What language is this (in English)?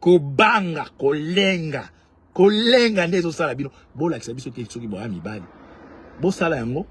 Lingala